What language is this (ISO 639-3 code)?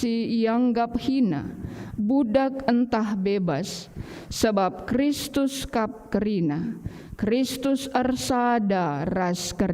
btx